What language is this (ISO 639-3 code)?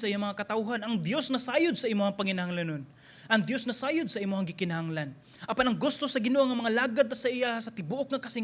ceb